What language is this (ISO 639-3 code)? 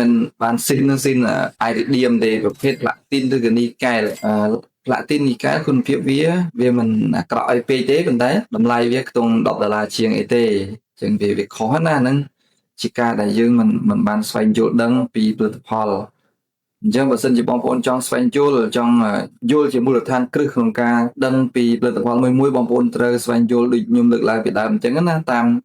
khm